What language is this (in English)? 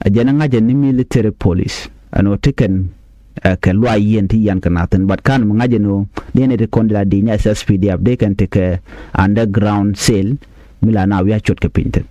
Nuer